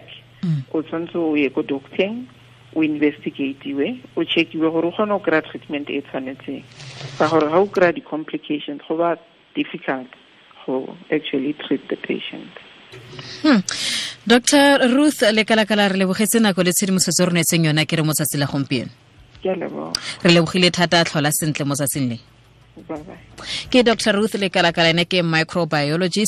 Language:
Tswana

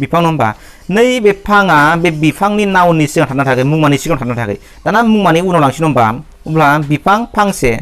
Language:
Bodo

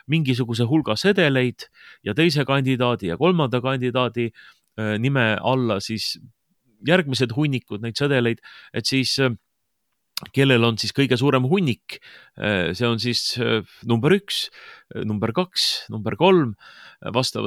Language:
Estonian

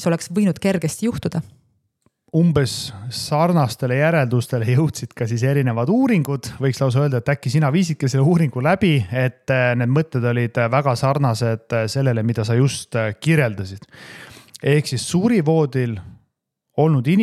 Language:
Estonian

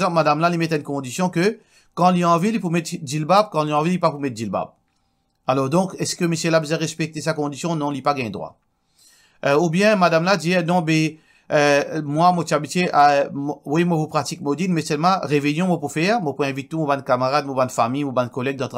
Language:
Morisyen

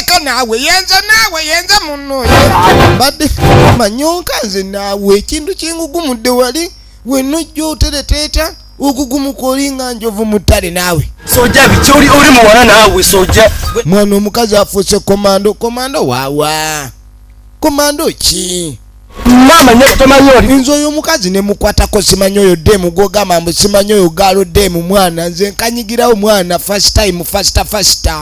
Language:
Ganda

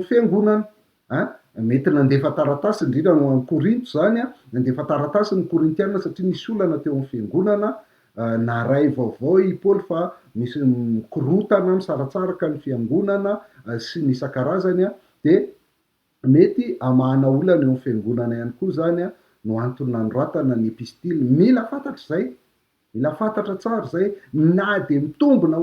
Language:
Malagasy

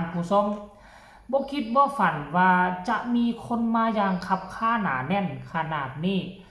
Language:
Northeastern Thai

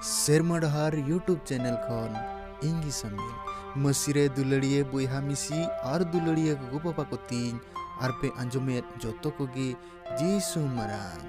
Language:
Santali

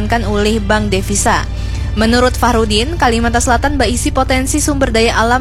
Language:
Banjar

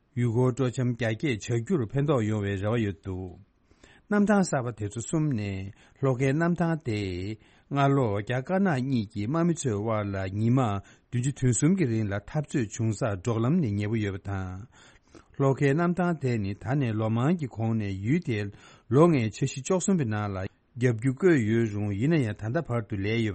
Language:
Tibetan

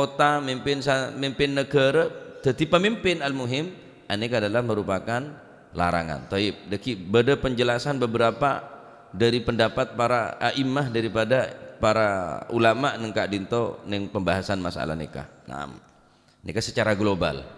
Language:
Madurese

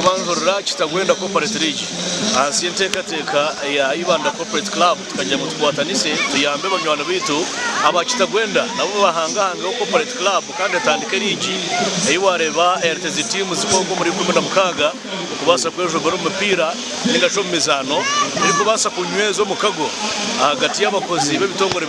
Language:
Nyankole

